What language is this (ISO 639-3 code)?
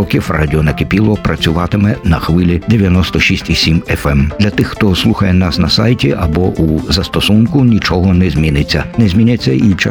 ukr